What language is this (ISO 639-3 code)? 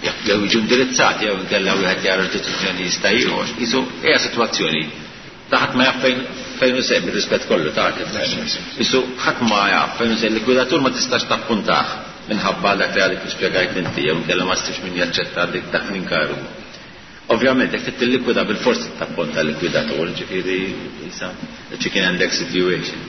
mlt